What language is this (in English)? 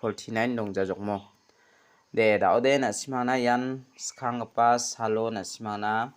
Garo